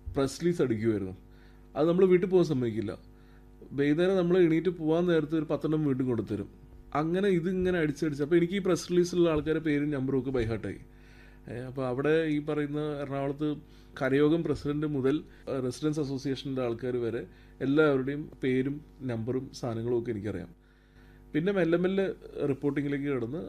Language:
Malayalam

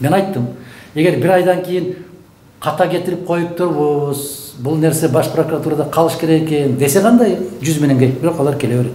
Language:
Kyrgyz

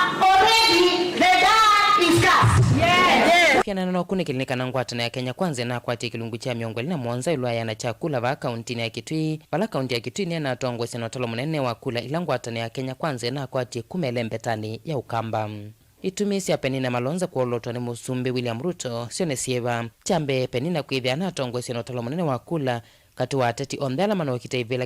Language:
Kamba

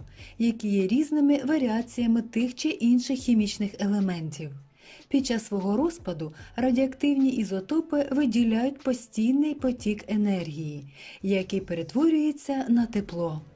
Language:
Ukrainian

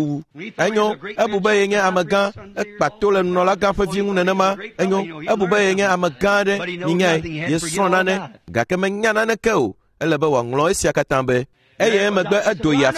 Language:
Ewe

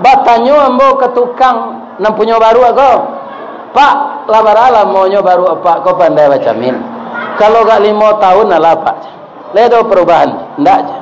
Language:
Minangkabau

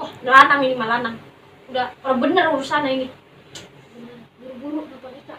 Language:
Betawi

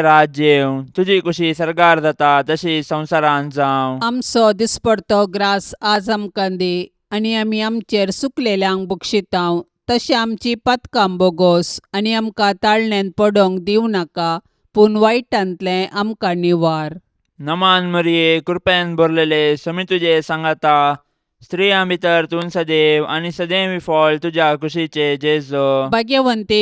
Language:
Konkani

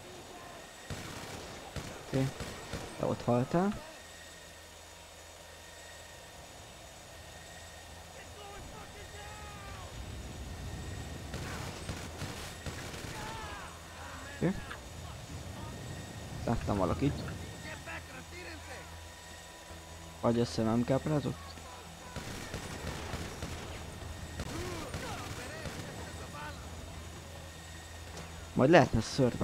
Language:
Hungarian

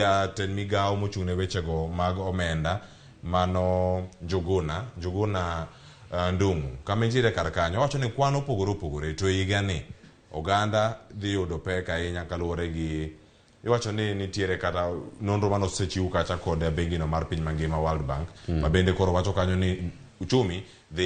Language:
Luo (Kenya and Tanzania)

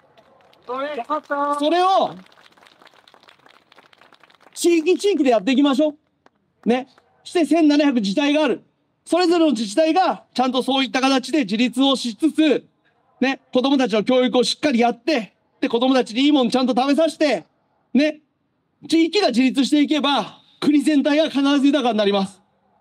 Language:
Japanese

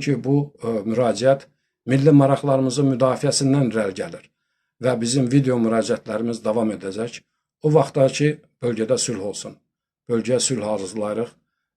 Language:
Azerbaijani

